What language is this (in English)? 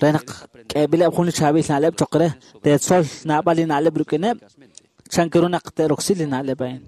Kekchí